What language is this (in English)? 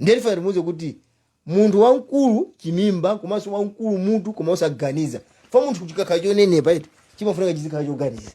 Nyanja